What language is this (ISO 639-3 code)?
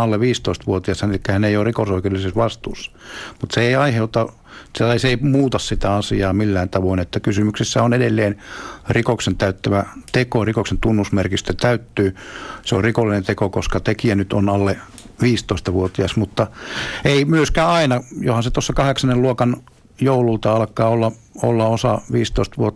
fin